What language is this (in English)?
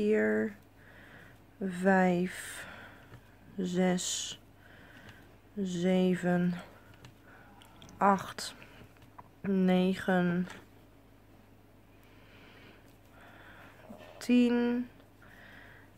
Dutch